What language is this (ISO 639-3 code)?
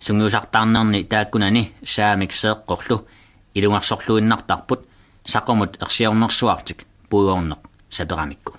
kal